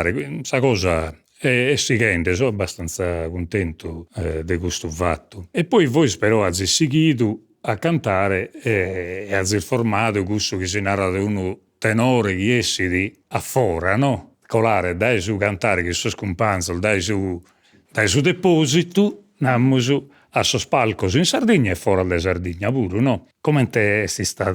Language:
Sardinian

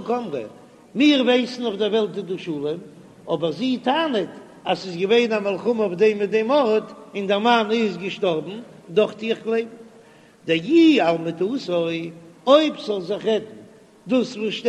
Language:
Yiddish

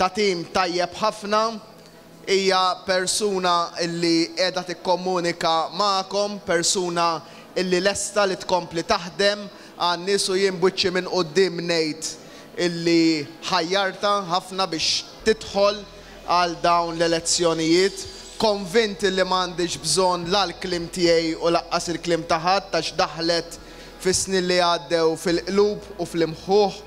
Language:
Maltese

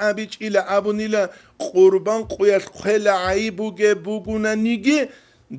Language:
Avaric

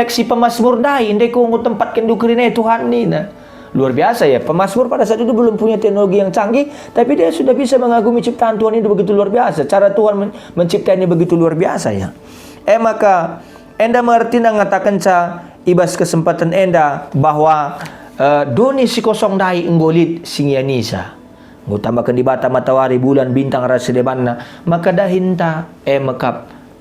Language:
Batak Karo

